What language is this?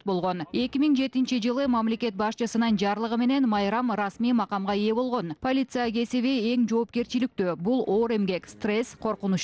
Kyrgyz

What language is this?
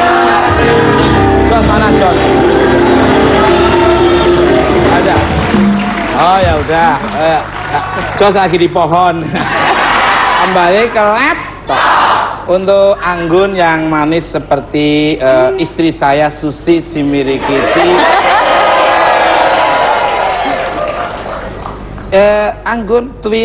Indonesian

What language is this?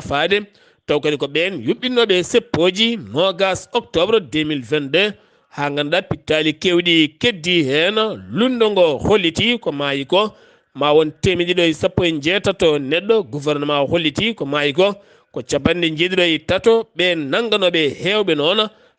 Fula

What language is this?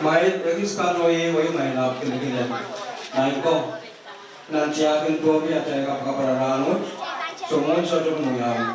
Pohnpeian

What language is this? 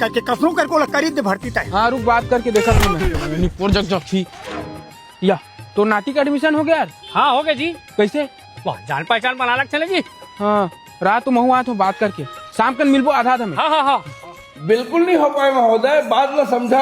Chhattisgarhi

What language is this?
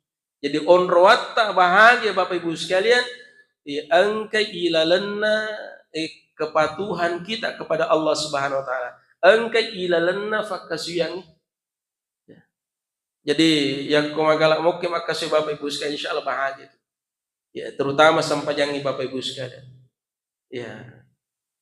Buginese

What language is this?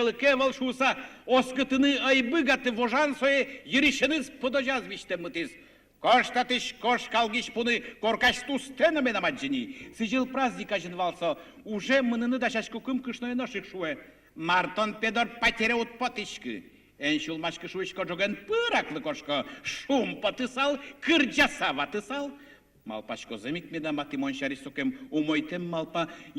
Udmurt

